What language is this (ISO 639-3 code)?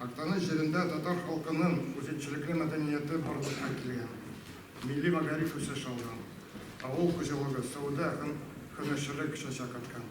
tat